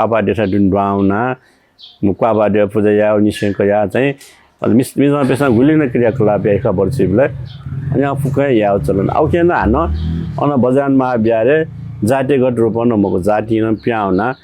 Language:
Newari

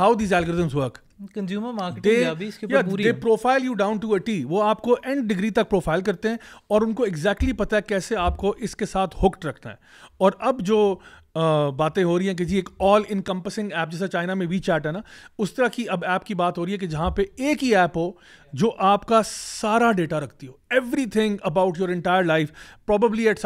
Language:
Urdu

